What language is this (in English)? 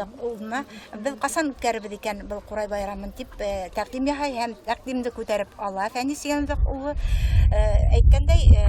Bashkir